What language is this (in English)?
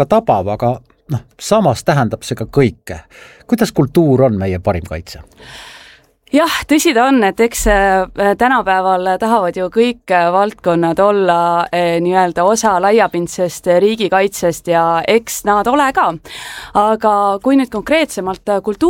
Estonian